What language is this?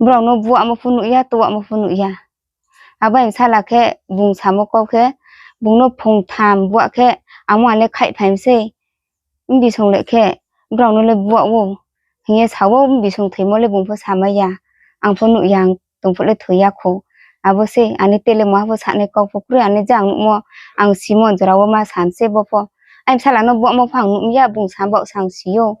Riang (India)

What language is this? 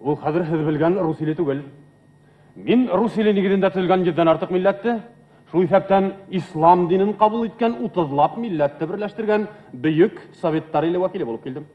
Bashkir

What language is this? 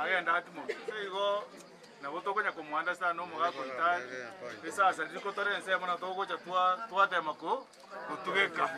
Gusii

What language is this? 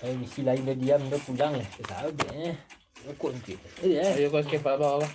Minangkabau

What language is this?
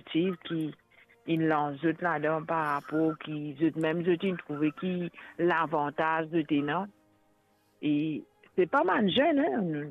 Morisyen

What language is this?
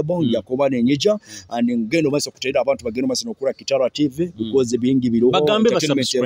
Nyoro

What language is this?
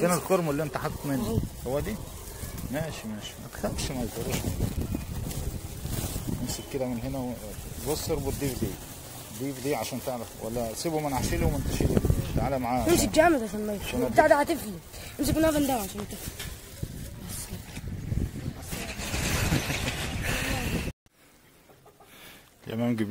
Egyptian Arabic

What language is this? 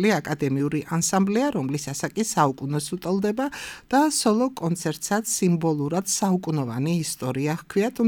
Georgian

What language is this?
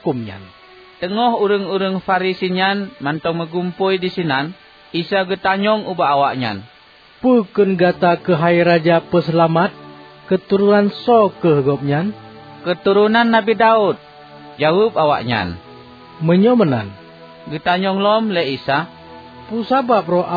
Achinese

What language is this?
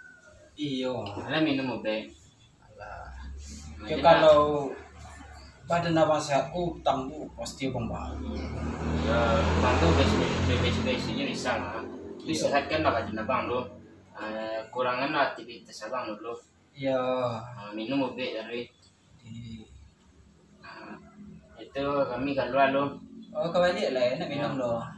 Minangkabau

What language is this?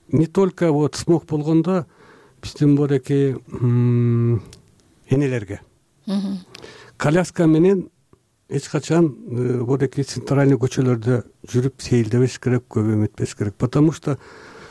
Kyrgyz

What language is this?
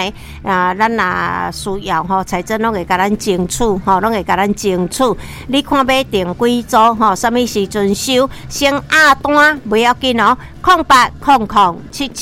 Min Nan Chinese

